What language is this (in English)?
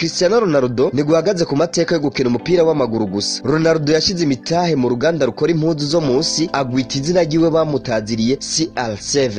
Rundi